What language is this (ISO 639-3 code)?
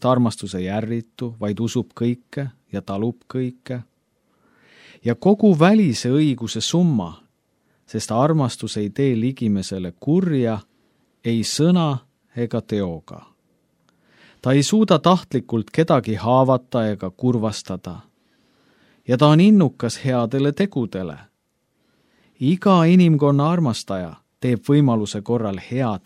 est